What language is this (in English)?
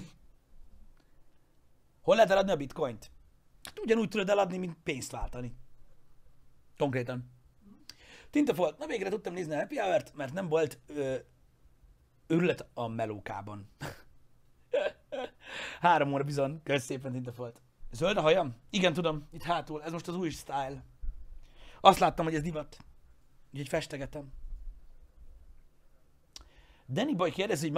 Hungarian